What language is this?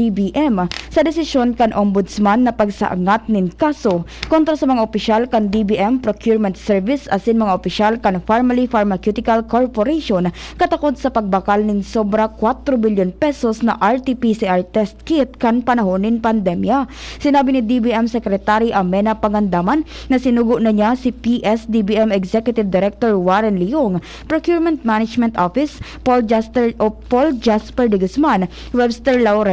Bikol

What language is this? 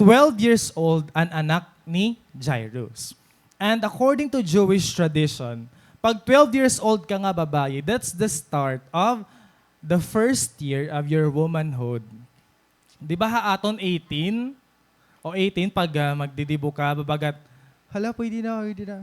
Waray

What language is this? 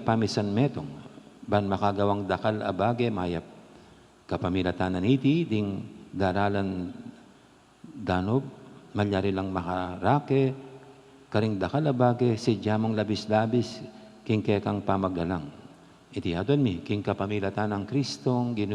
Pampanga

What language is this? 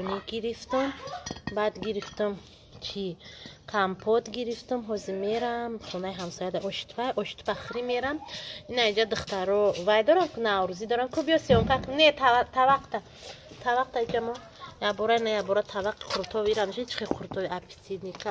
Tajik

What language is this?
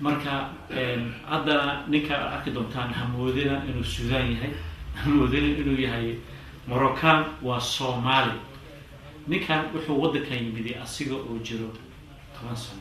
Somali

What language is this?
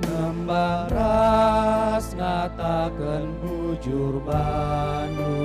Batak Karo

